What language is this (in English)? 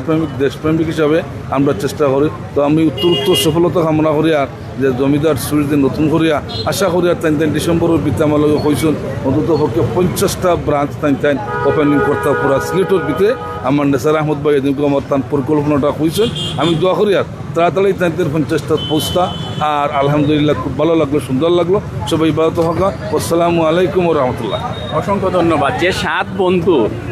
Sylheti